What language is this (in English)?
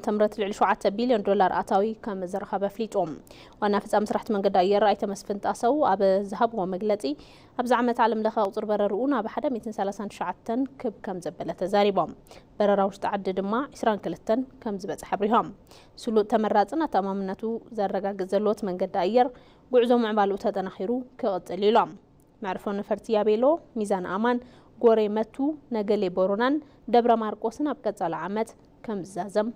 Tigrinya